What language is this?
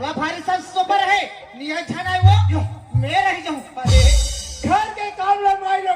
Chhattisgarhi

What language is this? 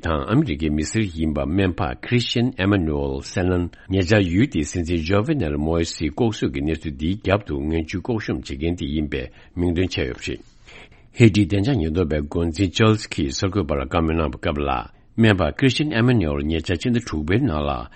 Tibetan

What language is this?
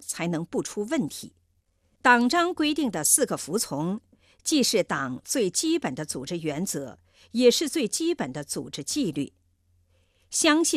Chinese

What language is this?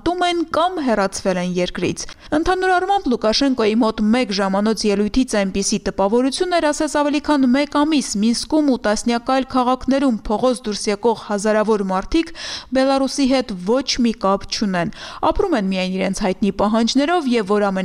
Armenian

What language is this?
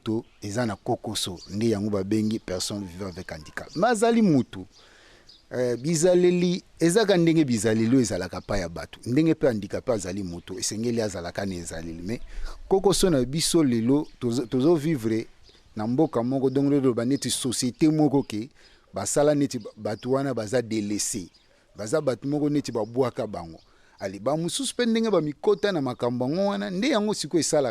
Lingala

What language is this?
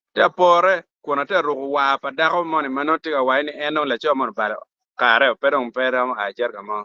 Acoli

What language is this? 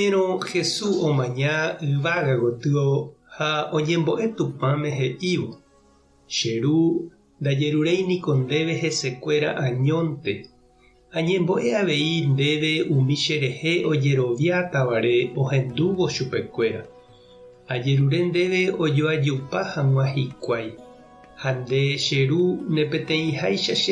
Guarani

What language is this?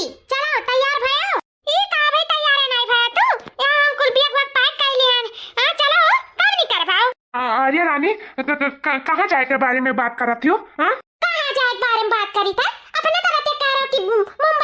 Awadhi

